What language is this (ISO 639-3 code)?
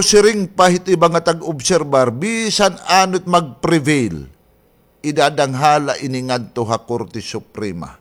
war